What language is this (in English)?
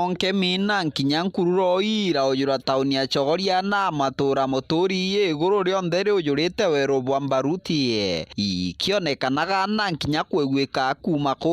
Meru